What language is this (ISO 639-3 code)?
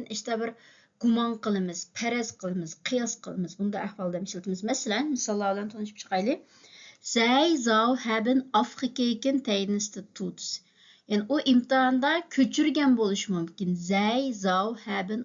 uig